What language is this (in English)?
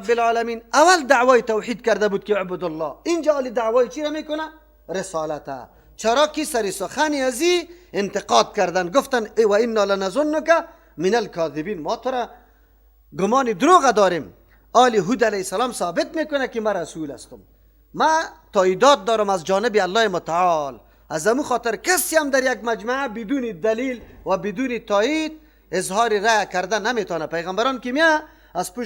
Persian